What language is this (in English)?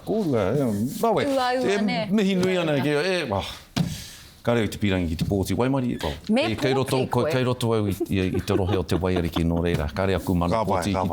Māori